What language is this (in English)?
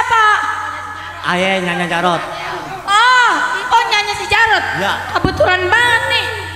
Betawi